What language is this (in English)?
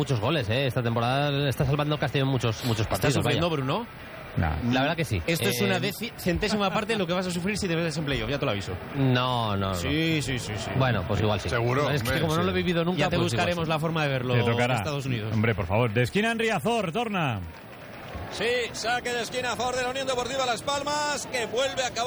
Spanish